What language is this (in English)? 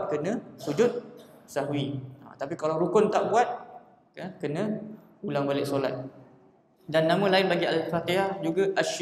Malay